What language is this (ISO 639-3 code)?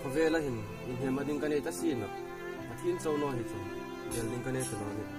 hmr